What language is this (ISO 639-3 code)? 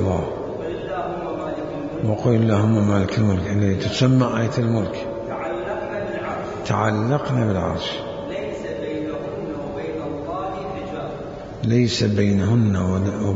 acm